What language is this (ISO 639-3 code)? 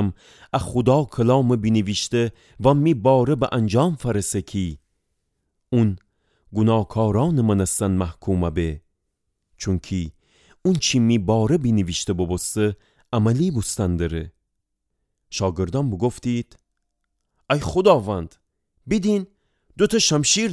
glk